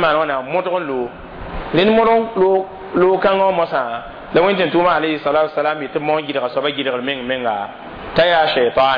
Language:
Mossi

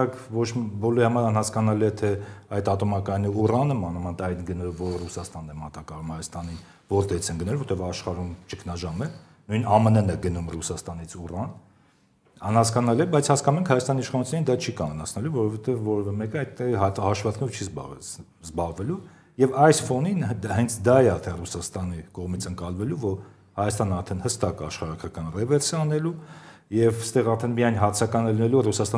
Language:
Armenian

